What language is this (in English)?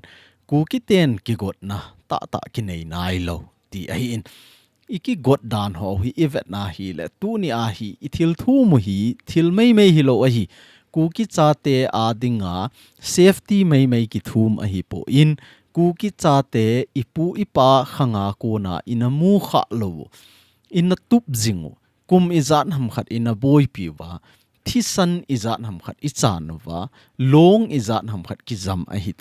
Thado Chin